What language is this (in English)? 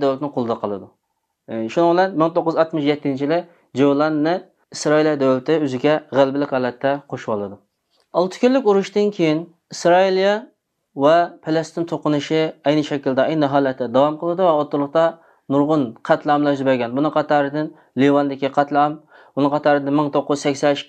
Uyghur